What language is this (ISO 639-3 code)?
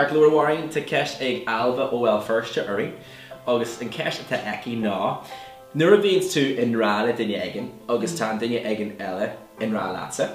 gle